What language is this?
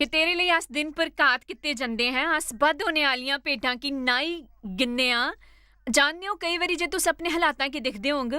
Dogri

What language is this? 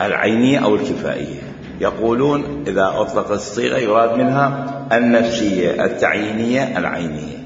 Mesopotamian Arabic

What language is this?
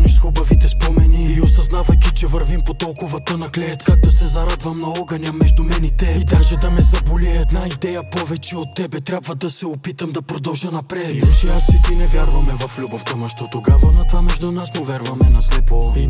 Bulgarian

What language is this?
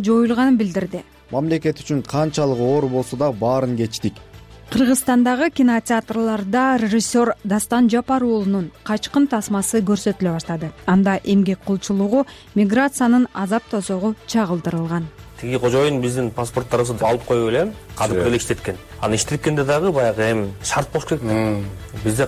Kyrgyz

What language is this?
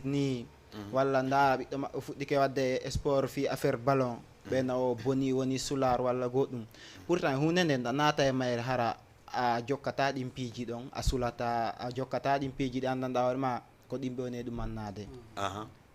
Fula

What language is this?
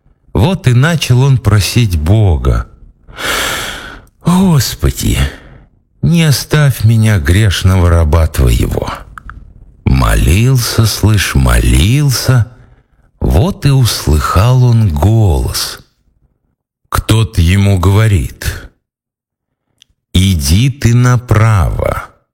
Russian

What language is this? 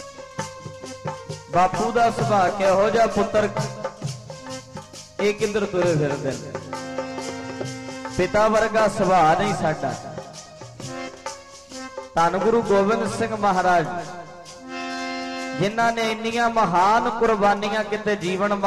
Punjabi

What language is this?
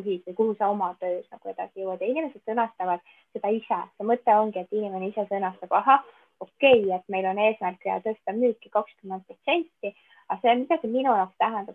Estonian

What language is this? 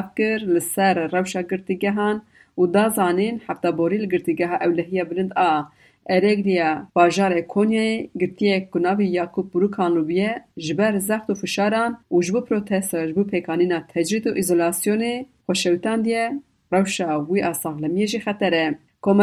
Kurdish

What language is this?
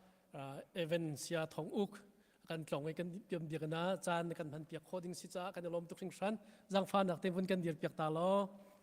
Hakha Chin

